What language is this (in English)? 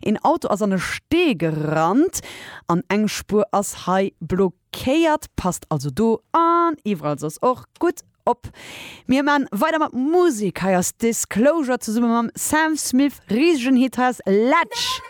Luxembourgish